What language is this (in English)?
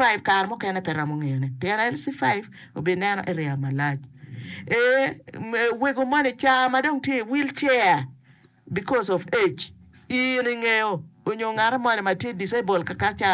Acoli